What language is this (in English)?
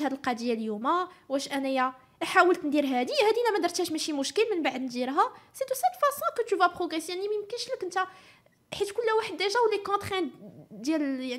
Moroccan Arabic